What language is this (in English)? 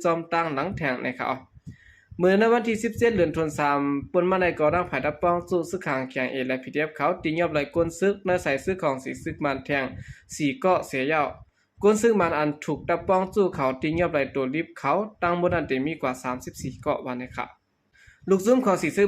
Shan